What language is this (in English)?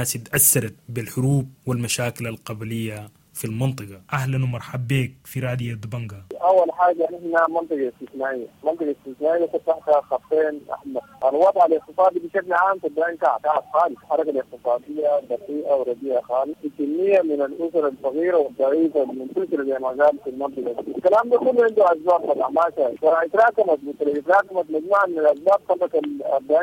Sudanese Arabic